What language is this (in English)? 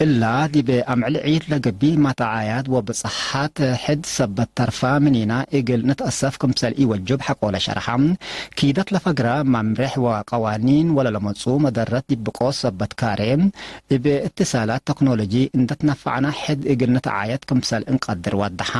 Tigre